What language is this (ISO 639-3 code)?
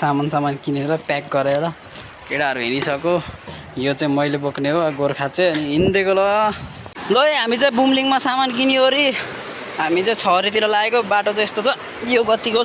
nep